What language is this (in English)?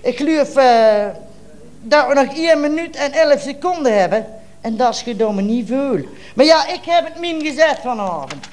Limburgish